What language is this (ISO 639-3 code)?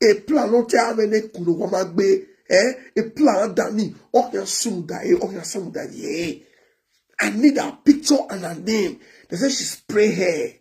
pcm